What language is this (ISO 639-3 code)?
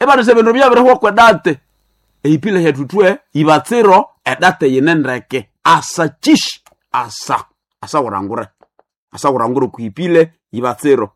nnb